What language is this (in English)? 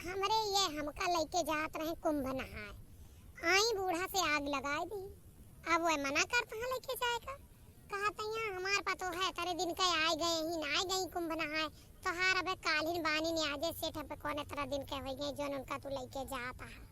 Awadhi